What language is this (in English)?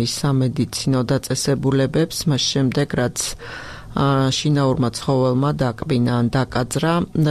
Georgian